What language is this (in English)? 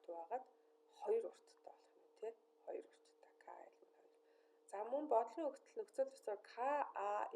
Mongolian